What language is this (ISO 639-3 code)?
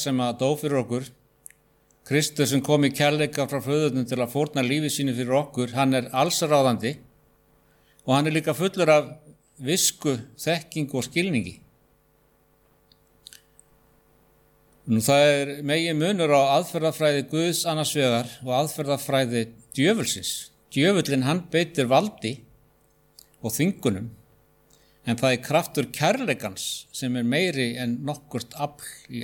isl